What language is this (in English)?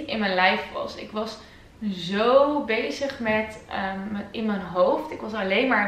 Dutch